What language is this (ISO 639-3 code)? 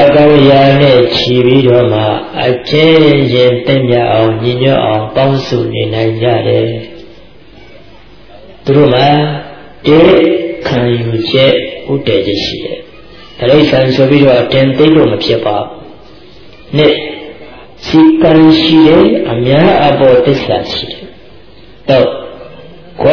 mya